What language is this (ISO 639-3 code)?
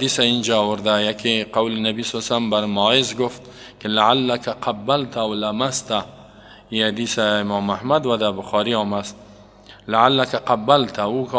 fas